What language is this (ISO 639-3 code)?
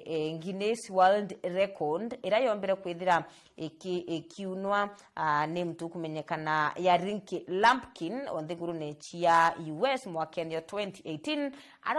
mer